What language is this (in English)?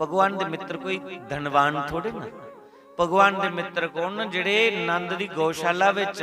Dogri